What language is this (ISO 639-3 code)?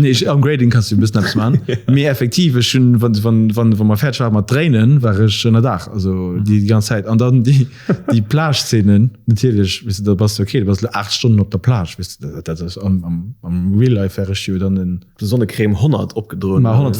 ltz